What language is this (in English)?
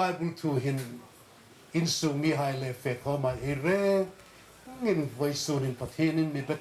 Hmar